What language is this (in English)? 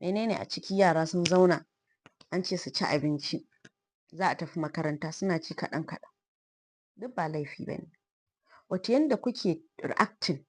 Hausa